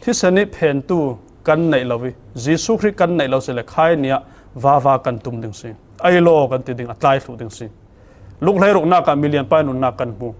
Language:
Falam Chin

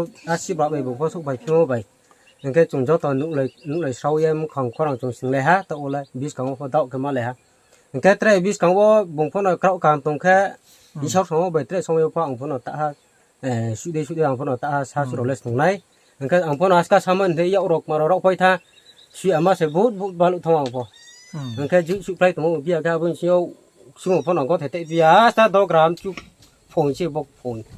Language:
Riang (India)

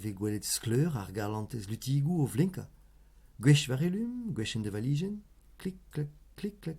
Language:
Breton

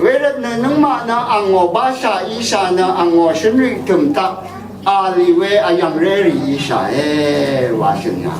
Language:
Rawang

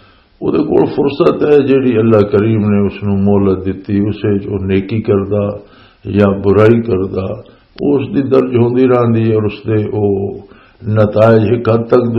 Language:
Western Panjabi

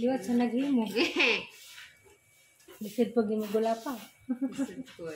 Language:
Cebuano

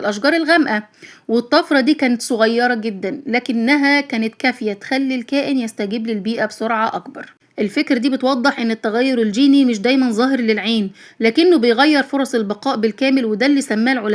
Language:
Egyptian Arabic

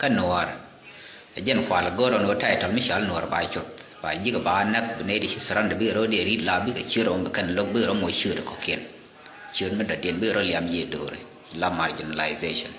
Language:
Nuer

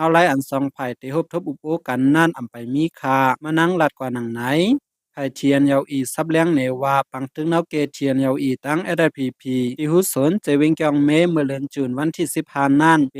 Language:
Shan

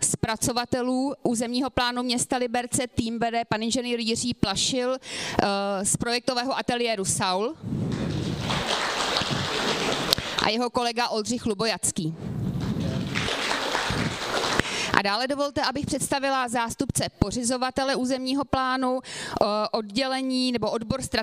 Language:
Czech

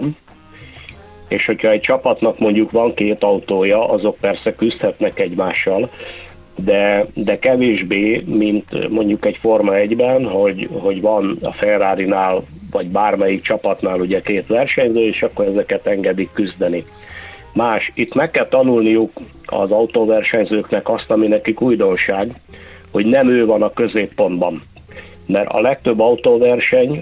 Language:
Hungarian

